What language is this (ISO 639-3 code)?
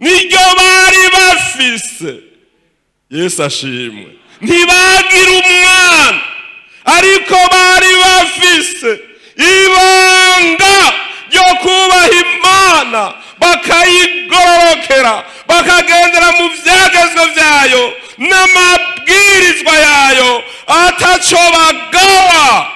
run